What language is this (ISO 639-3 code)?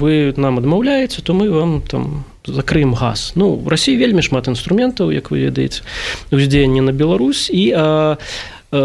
bel